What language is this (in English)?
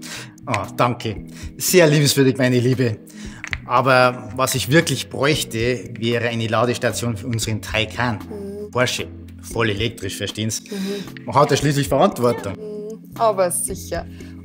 Bavarian